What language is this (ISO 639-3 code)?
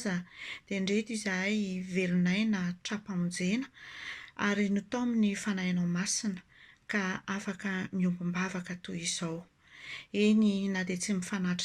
mlg